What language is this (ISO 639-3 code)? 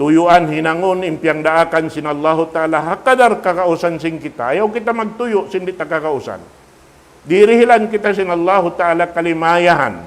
tsg